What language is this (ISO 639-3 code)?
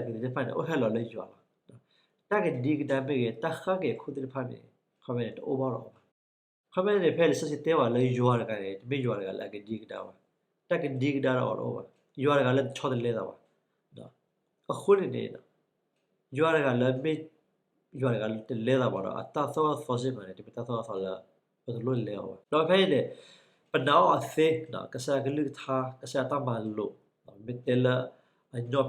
ksw